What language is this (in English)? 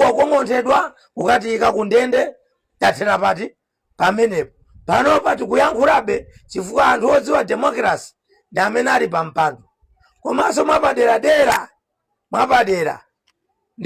Nyanja